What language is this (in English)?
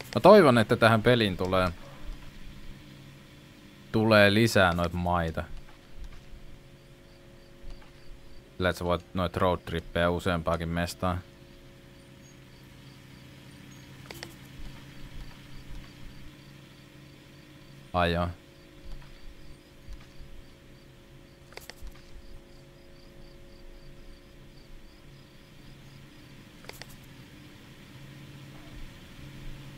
Finnish